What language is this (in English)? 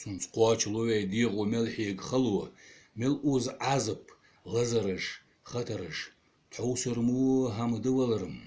Ingush